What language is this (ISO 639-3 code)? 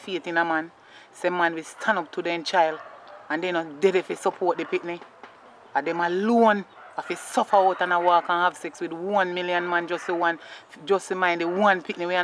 jam